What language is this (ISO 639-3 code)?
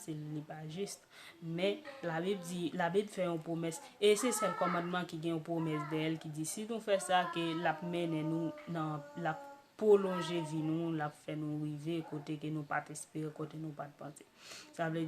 hat